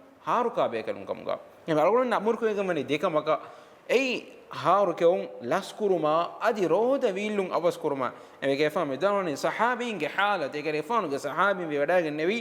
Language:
Divehi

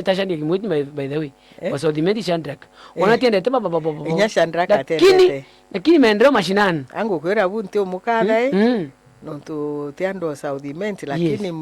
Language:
Meru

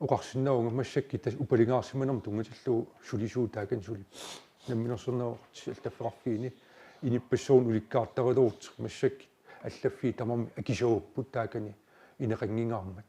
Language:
Kalaallisut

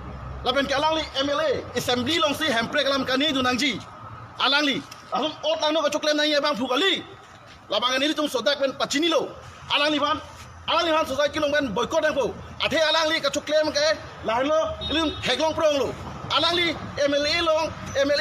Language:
Karbi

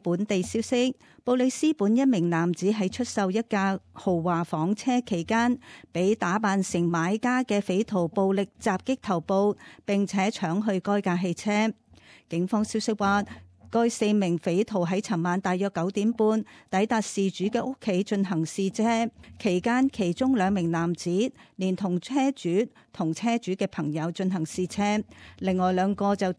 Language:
Cantonese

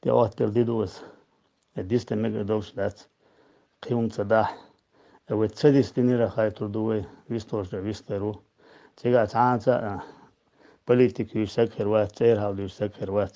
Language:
Chechen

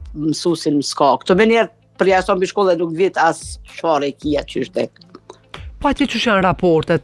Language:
Albanian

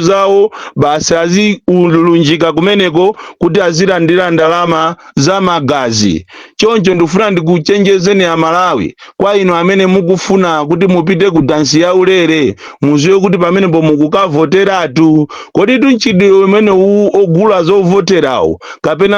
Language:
Nyanja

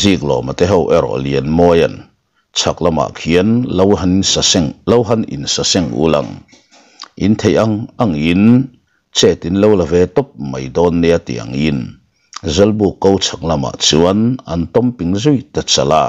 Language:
Mizo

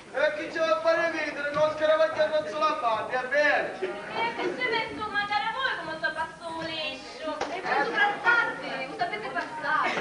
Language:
Sicilian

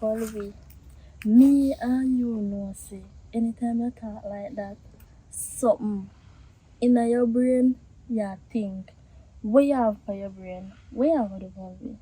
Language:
Jamaican Creole English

